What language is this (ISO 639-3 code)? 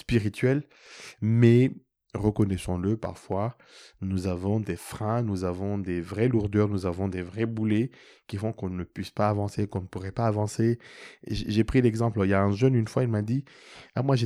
fra